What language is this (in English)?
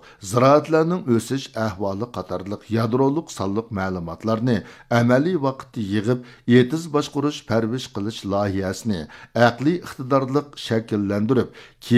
Uyghur